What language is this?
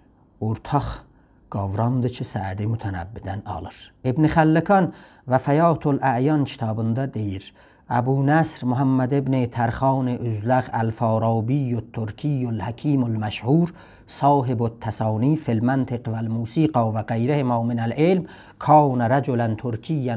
South Azerbaijani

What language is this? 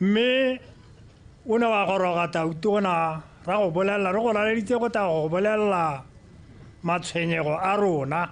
Tswana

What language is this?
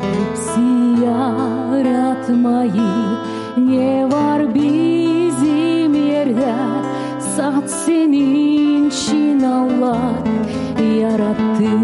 Gagauz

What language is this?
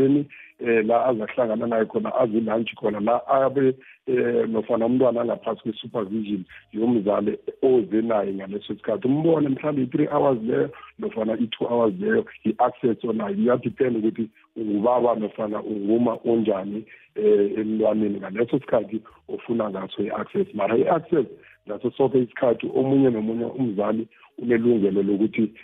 South Ndebele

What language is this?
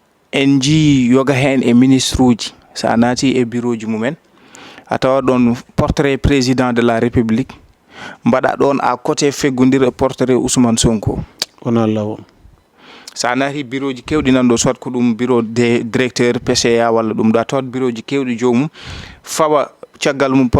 Fula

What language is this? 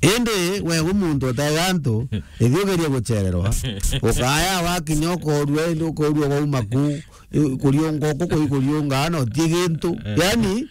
Meru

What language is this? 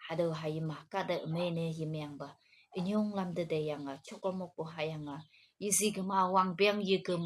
Konyak Naga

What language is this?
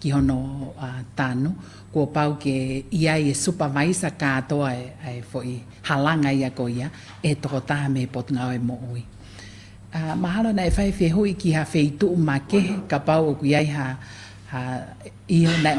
Tongan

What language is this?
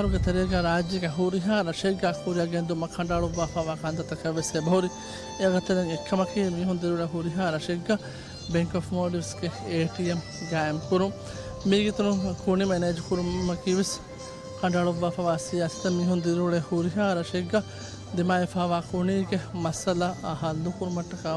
Divehi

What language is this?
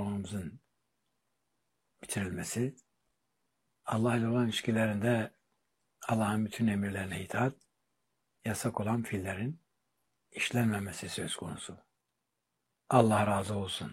Turkish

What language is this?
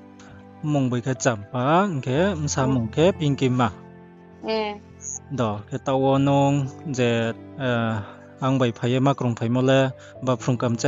Riang (India)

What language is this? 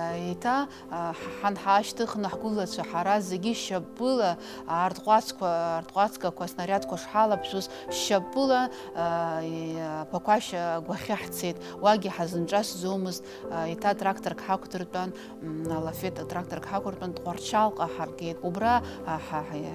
Abkhazian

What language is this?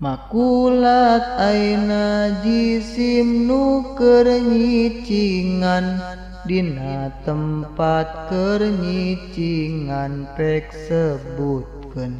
Sundanese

